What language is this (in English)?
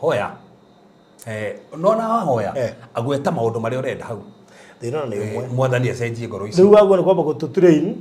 Kikuyu